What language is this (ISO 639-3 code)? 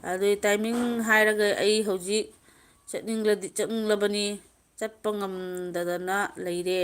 mni